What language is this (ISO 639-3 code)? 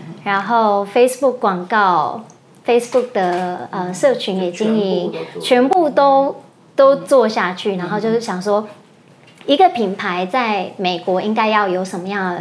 zho